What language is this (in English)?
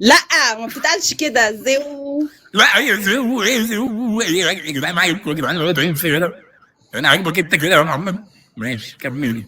Egyptian Arabic